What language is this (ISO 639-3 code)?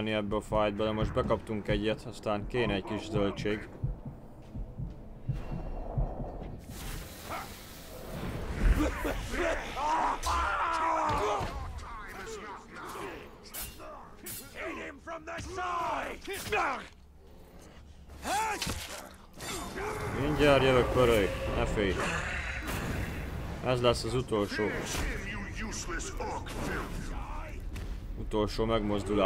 hun